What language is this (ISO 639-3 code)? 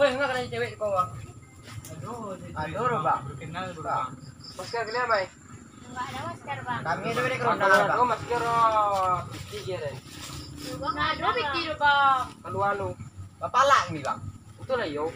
min